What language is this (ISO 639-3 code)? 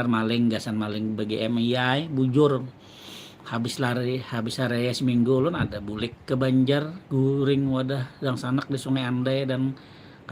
bjn